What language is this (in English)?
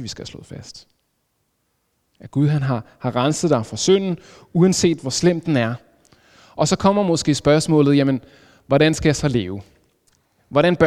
Danish